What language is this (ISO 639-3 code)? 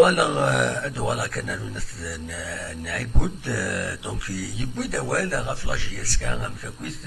kab